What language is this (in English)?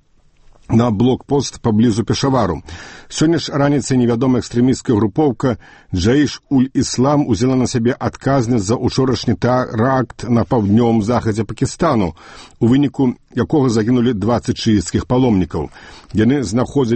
Belarusian